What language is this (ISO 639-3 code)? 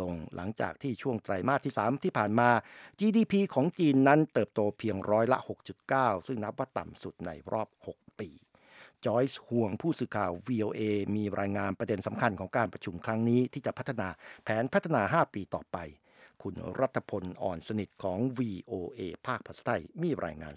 tha